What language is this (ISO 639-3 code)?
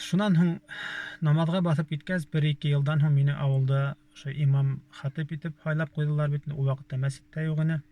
bak